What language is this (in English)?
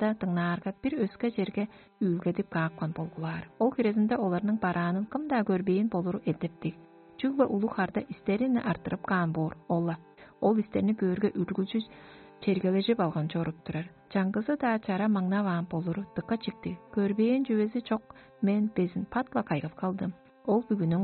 Tuvinian